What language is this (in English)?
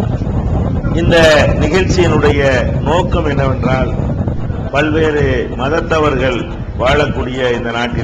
Tamil